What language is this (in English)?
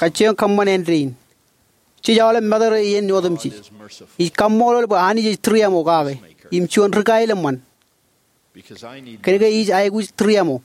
Marshallese